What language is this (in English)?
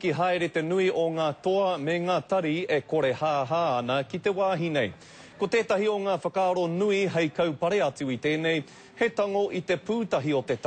Māori